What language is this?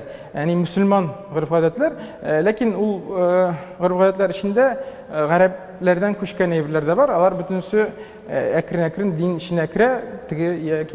Tatar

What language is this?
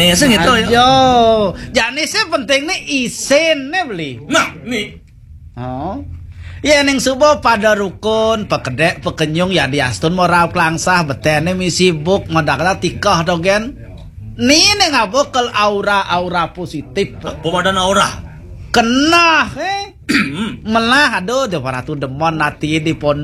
Balinese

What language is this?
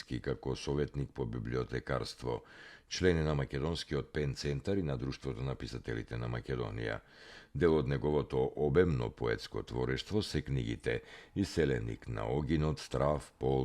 Macedonian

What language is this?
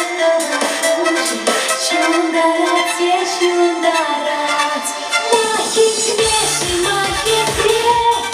Chuvash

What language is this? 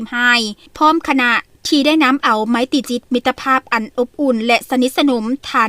Lao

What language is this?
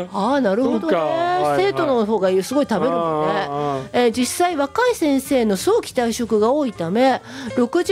Japanese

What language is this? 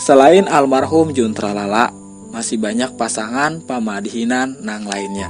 Banjar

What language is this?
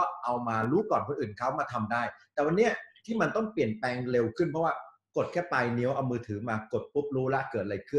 Thai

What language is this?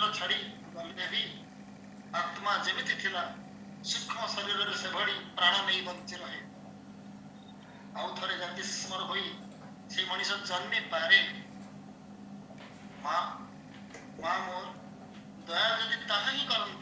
Odia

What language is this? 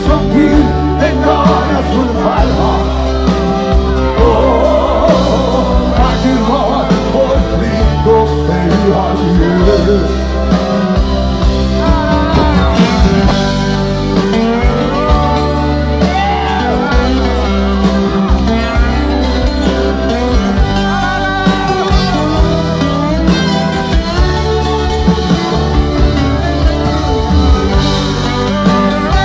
Norwegian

